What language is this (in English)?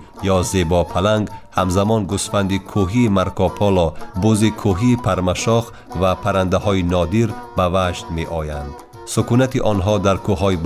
Tajik